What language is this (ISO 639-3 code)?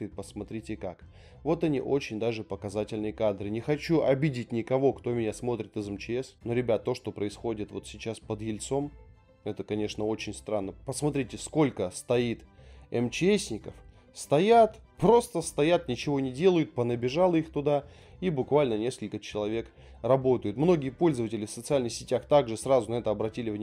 rus